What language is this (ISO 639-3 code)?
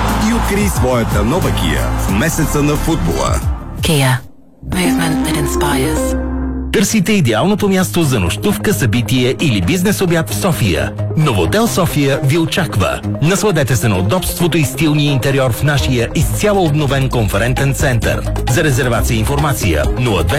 bul